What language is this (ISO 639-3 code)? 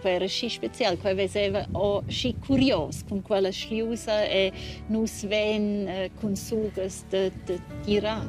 roh